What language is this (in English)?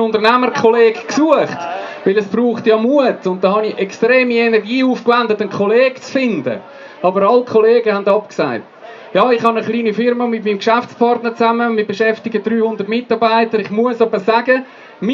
Swiss German